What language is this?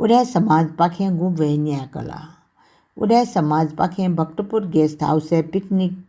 Newari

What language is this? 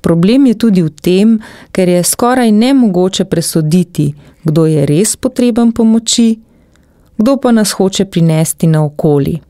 Slovenian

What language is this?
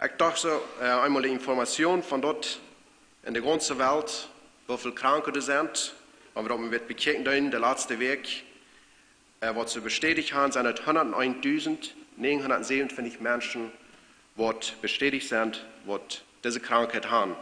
Plautdietsch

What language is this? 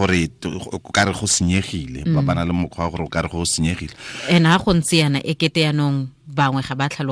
Tswana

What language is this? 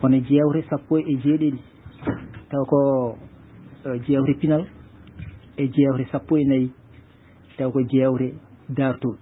Fula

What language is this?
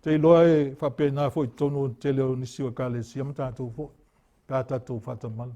Samoan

